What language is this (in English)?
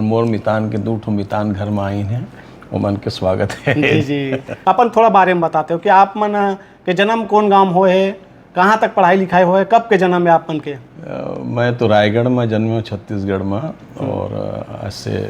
Chhattisgarhi